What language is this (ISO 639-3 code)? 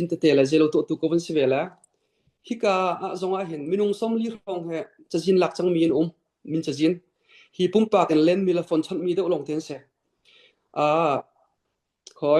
cfm